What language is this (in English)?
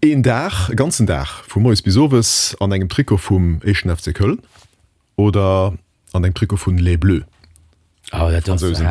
Luxembourgish